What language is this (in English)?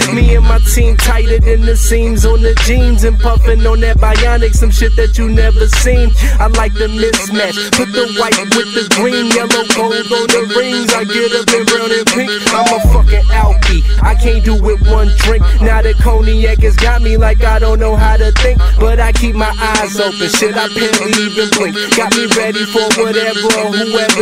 English